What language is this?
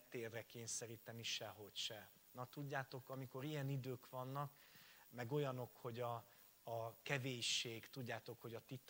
Hungarian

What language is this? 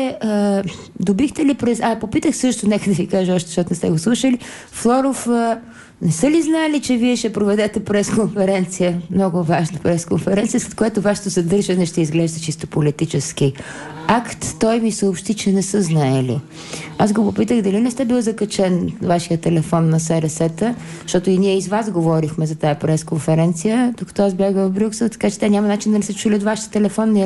Bulgarian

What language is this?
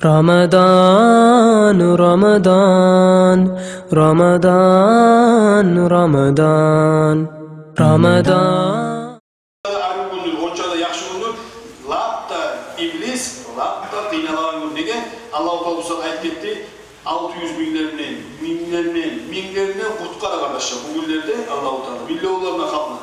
Kumyk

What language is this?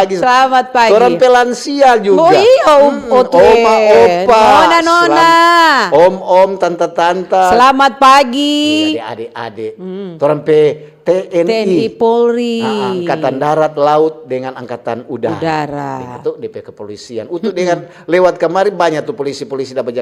Manado Malay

